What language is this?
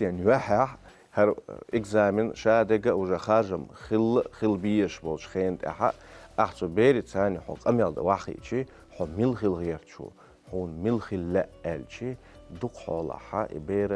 Chechen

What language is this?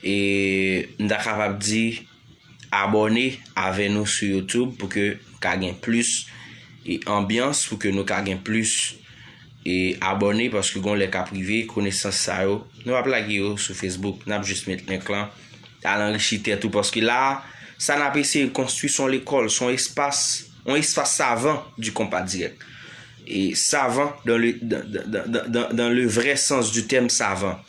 Haitian Creole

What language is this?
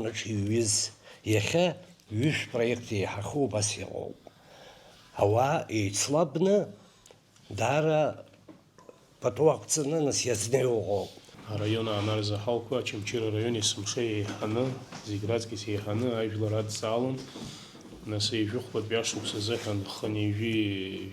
Abkhazian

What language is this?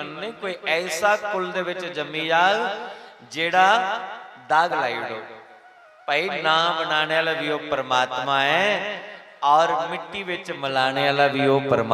Dogri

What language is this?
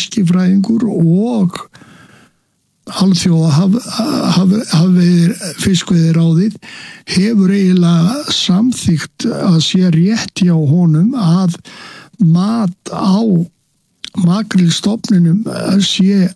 Icelandic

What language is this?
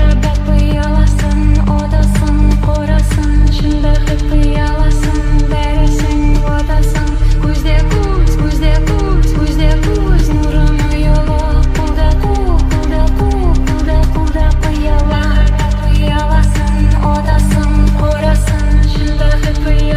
Kara-Kalpak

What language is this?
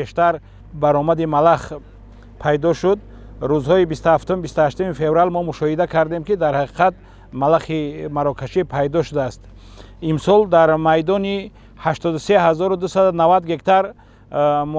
Tajik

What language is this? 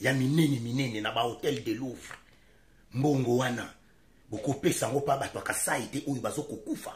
Lingala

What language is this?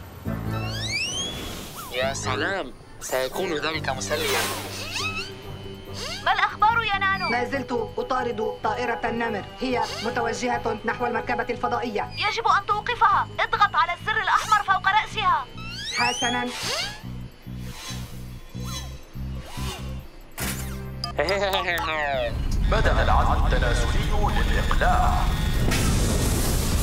Arabic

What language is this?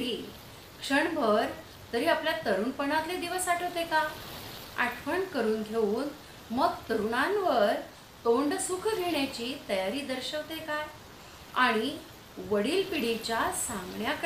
Marathi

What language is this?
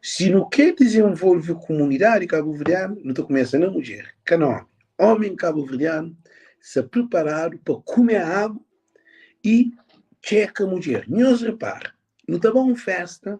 Kabuverdianu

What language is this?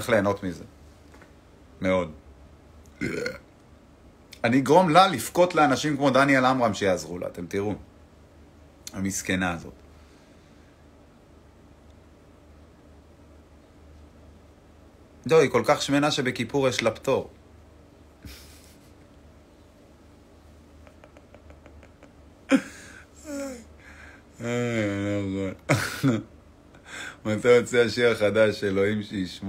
Hebrew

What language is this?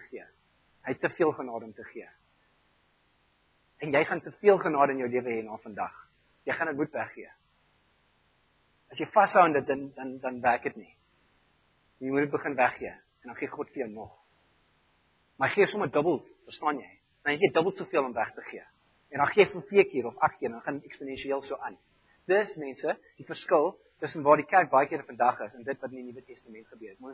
Afrikaans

